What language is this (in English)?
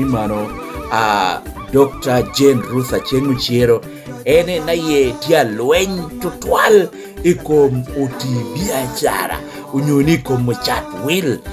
Lango (Uganda)